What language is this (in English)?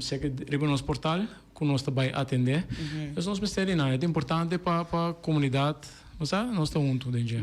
Papiamento